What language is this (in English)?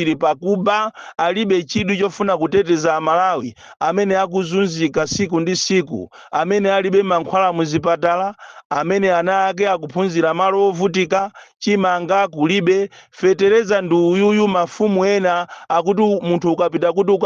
Nyanja